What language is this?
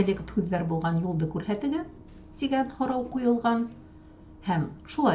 Bashkir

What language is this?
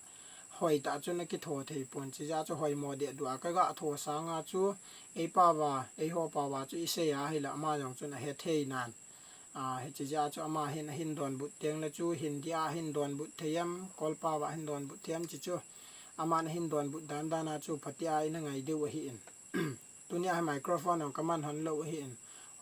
Thado Chin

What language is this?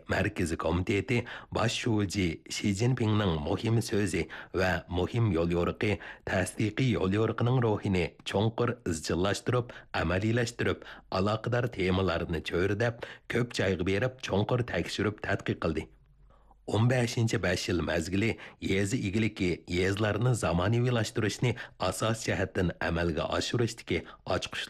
Uyghur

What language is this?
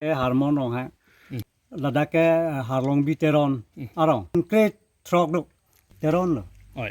Karbi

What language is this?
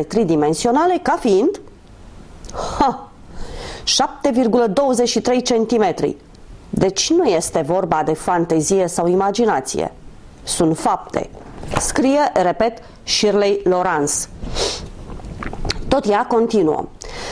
Romanian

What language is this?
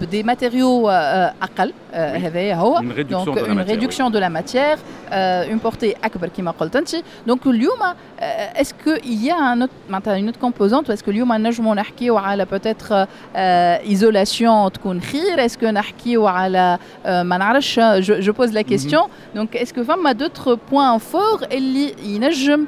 Tunisian Arabic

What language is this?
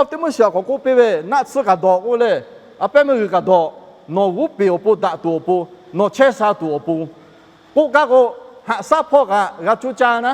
Lahu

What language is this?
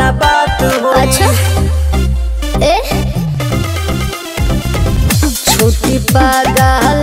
Bhojpuri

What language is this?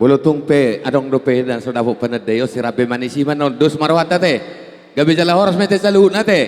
Batak Toba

